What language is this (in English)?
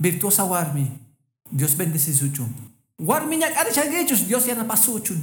Quechua